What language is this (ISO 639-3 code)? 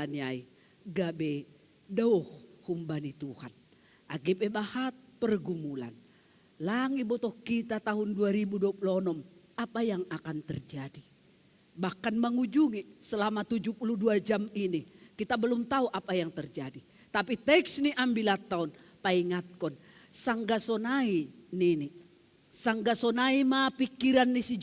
bts